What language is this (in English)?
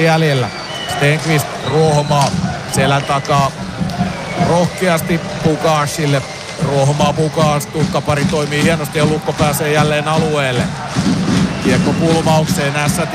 Finnish